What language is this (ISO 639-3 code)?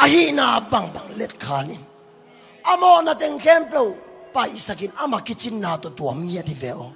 ctd